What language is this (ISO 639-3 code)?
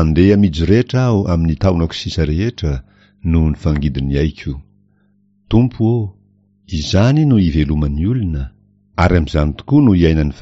mlg